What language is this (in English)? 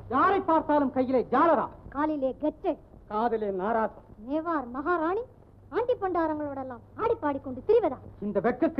Tamil